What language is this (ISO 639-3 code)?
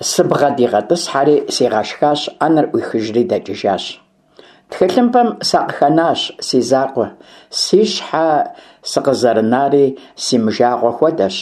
kbd